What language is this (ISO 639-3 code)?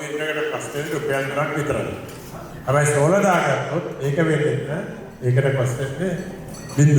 sin